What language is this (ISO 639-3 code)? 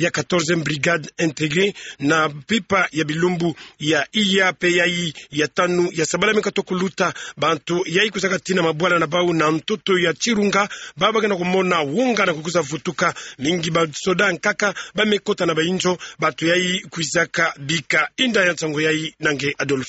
ktu